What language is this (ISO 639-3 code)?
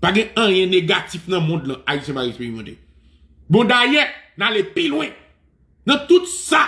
hat